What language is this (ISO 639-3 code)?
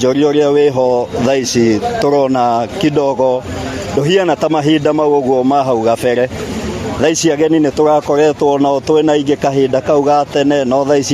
kik